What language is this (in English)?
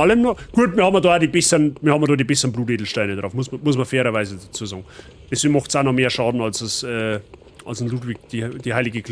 Bavarian